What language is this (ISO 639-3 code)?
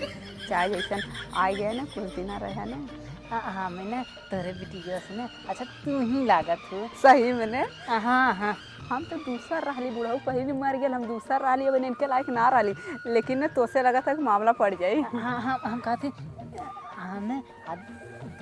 awa